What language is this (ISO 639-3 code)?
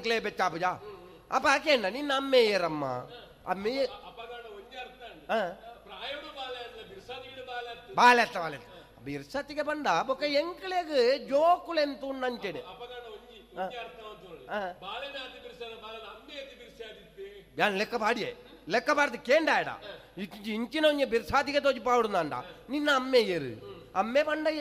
tcy